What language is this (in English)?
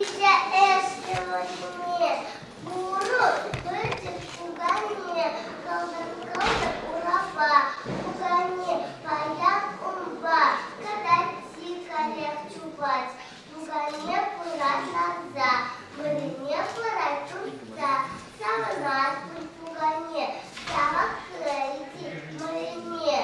Chuvash